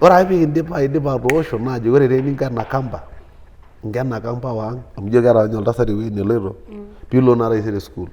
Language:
Masai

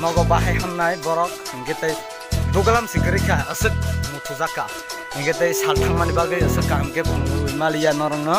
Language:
Kok Borok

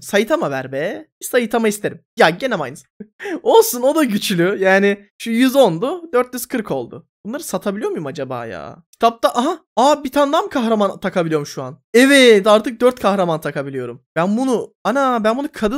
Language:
Turkish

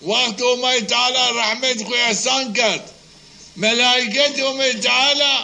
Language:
Zaza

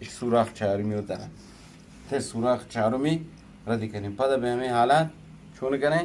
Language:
Eastern Balochi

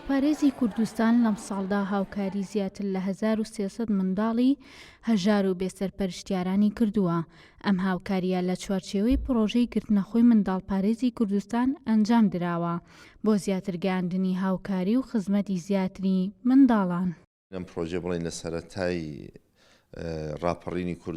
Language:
Central Kurdish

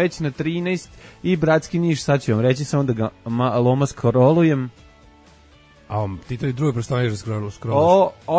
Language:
Serbian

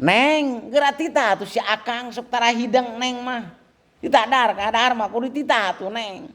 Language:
Sundanese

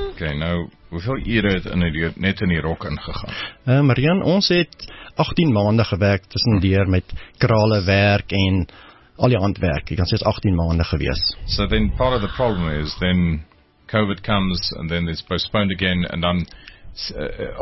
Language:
Afrikaans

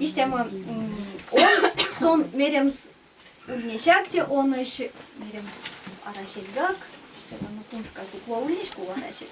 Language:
Erzya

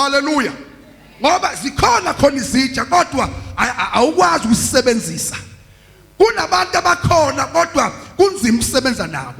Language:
Zulu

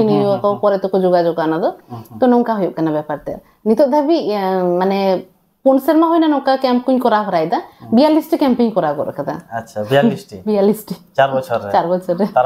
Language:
Santali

